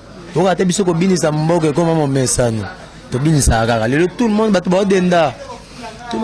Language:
Lingala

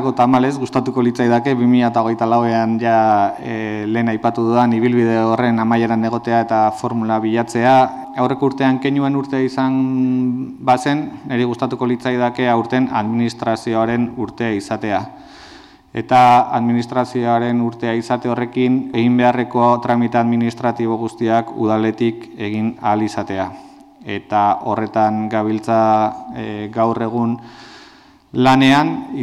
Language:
Basque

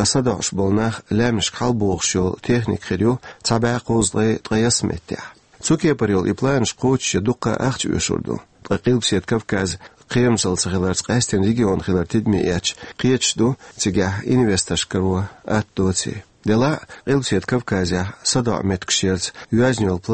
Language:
Chechen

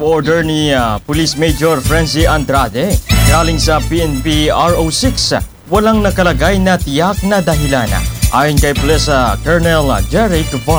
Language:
Filipino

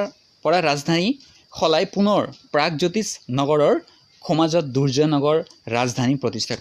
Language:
Assamese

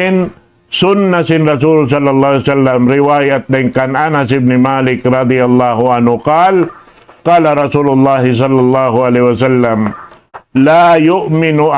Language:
Tausug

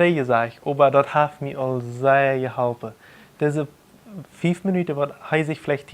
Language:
Plautdietsch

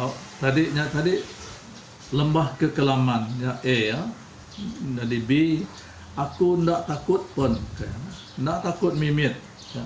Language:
Iban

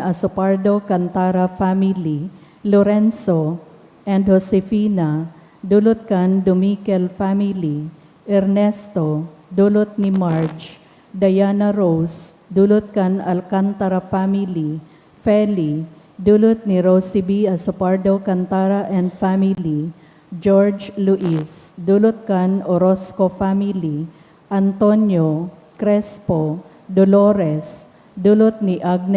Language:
Bikol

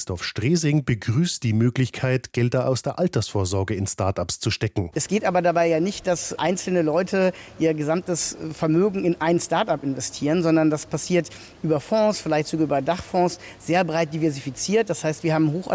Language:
German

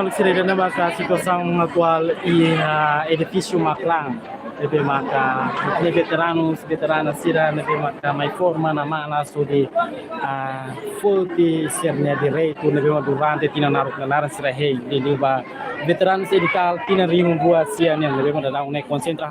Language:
Tetum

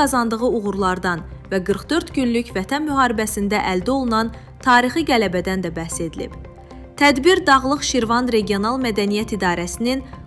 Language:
Azerbaijani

